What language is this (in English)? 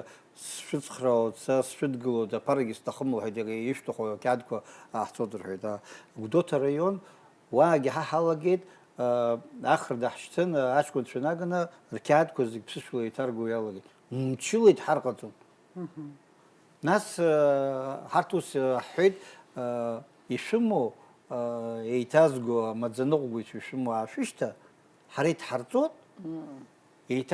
Abkhazian